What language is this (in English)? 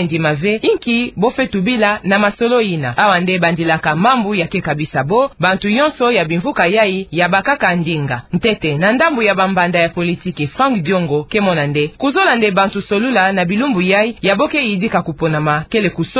Kituba (Democratic Republic of Congo)